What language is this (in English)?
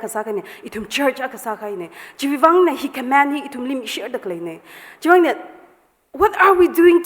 Tangkhul Naga (India)